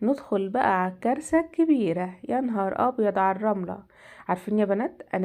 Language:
Egyptian Arabic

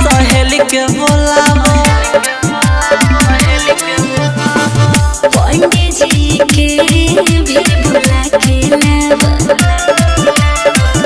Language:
Bhojpuri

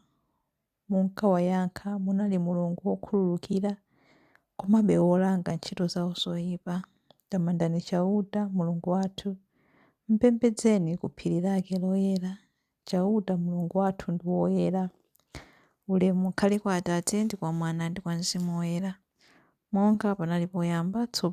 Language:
Nyanja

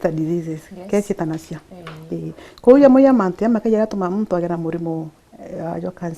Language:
Meru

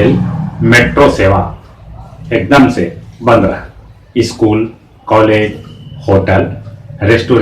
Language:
Magahi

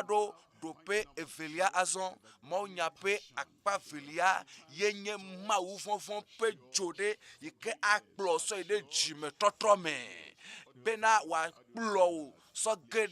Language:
Ewe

